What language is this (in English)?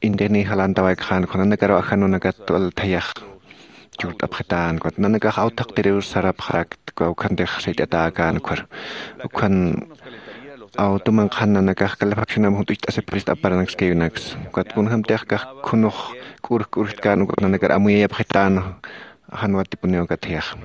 Aymara